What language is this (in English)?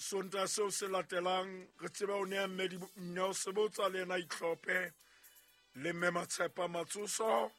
Southern Sotho